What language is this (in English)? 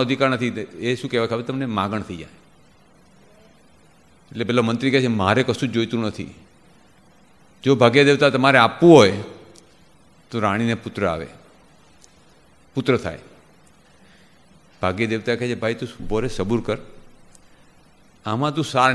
Gujarati